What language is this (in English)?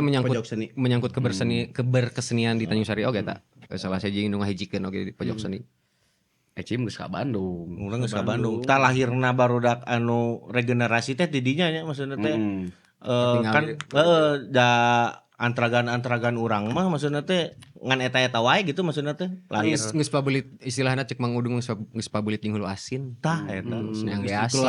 Sundanese